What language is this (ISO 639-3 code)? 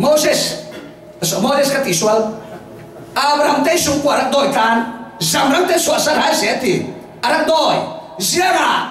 cfm